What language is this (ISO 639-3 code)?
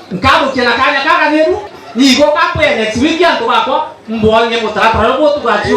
mer